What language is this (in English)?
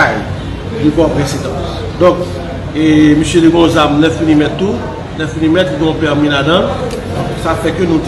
Haitian Creole